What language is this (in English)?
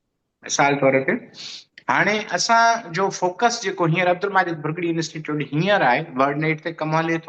Sindhi